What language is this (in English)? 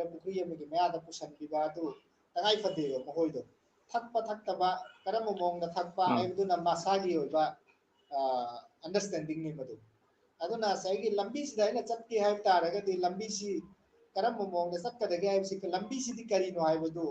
Manipuri